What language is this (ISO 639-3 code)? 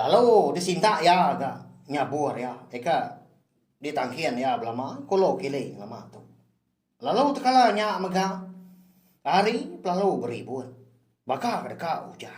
iba